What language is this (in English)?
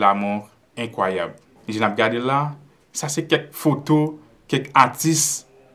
Haitian Creole